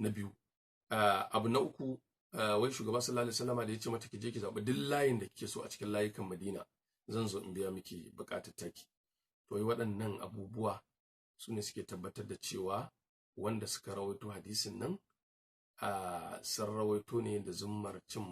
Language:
Hausa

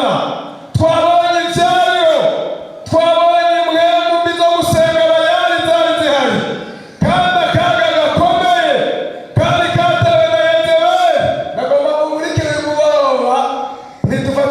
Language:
Rundi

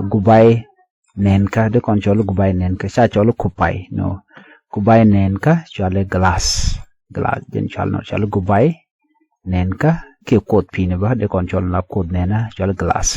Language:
Nuer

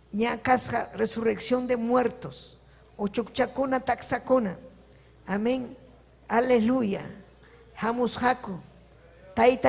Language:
Ayacucho Quechua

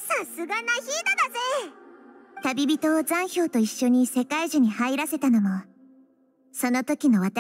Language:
Japanese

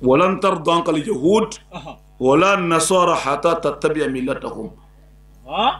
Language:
Bambara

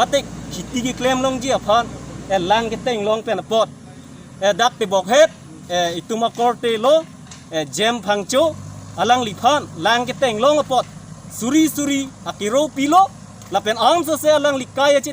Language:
Karbi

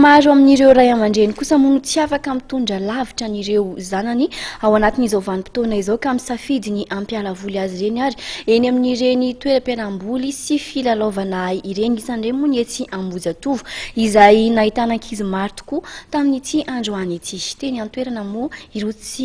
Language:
Malagasy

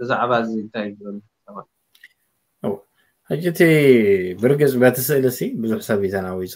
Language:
Tigrinya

